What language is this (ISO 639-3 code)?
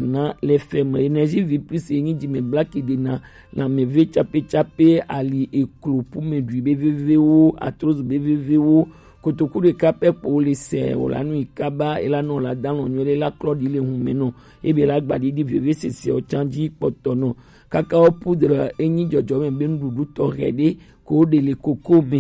gej